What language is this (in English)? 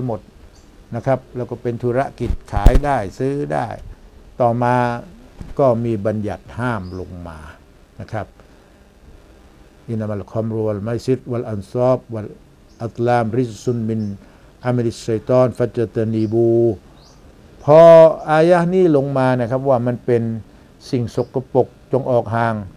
Thai